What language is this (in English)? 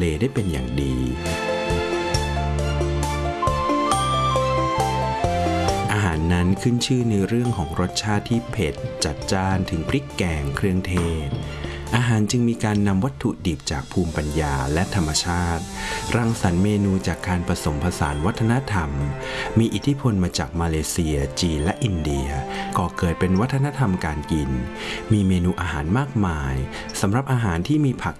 Thai